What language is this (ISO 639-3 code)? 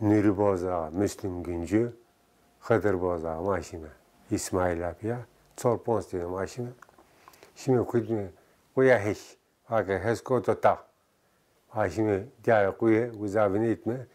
zza